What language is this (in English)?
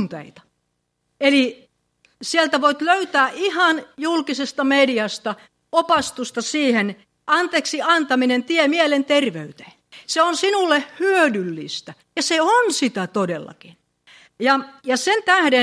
Finnish